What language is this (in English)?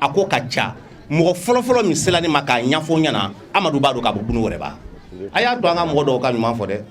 Bambara